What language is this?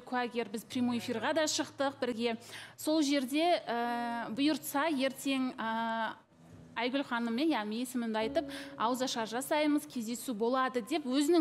Kazakh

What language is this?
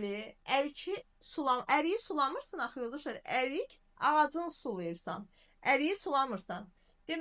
Azerbaijani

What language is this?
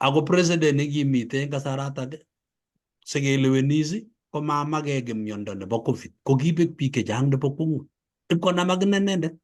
Kalenjin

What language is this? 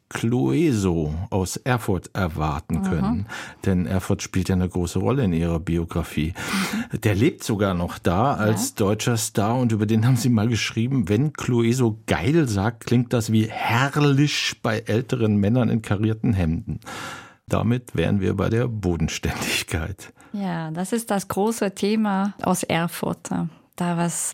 German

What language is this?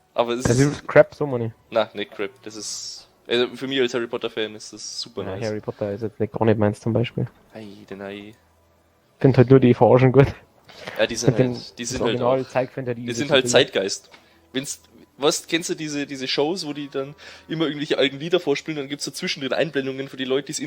Bavarian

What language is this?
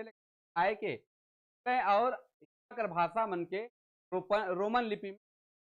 Sadri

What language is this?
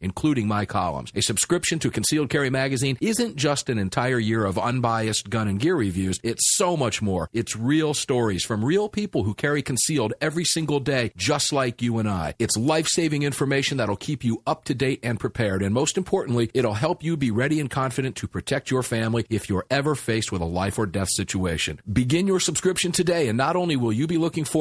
English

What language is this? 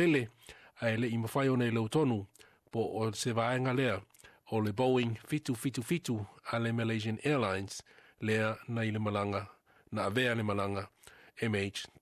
Samoan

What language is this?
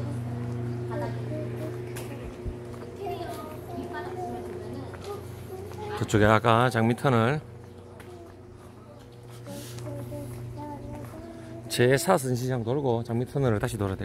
Korean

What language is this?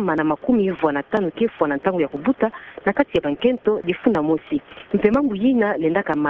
Kituba (Democratic Republic of Congo)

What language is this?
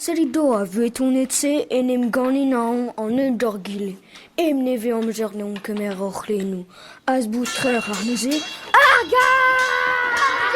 Breton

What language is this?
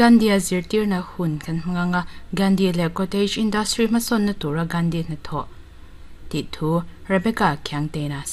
Mizo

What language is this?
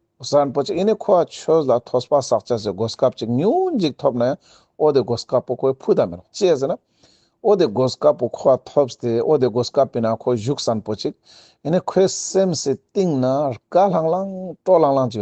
Ladakhi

